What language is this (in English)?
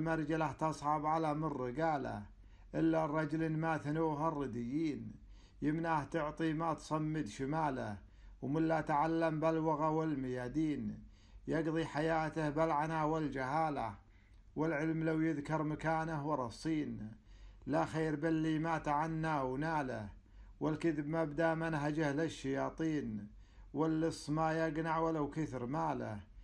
Gulf Arabic